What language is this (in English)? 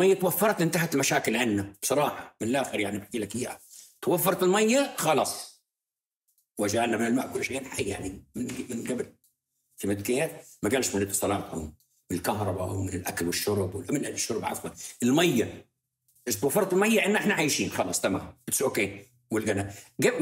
North Levantine Arabic